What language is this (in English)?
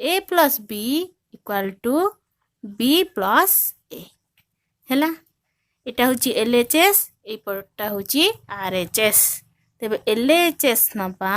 Odia